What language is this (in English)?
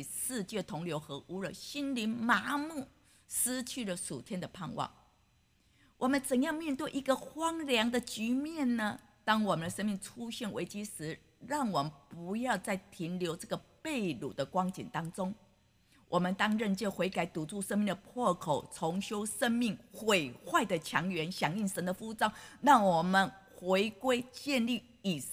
Chinese